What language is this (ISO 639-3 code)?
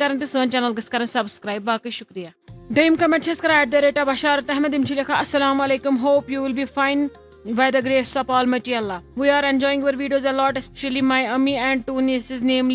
kas